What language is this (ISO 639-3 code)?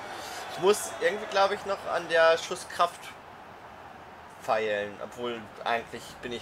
deu